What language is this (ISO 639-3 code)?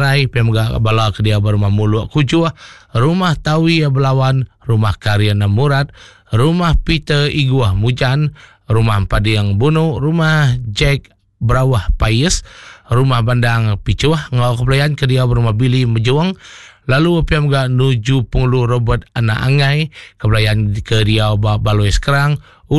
iba